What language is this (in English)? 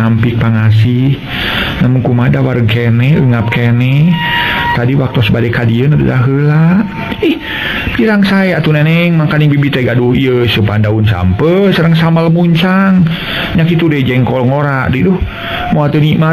Sundanese